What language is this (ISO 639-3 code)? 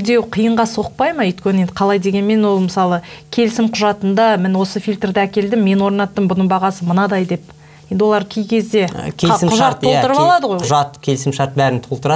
kaz